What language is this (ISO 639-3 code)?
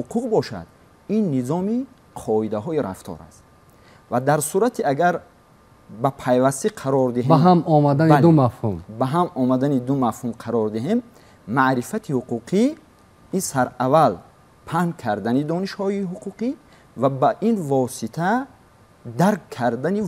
tgk